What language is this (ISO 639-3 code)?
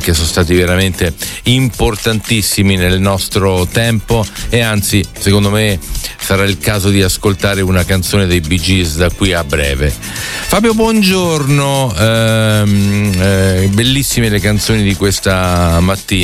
ita